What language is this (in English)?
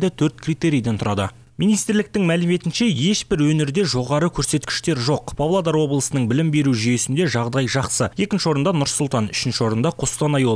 Kazakh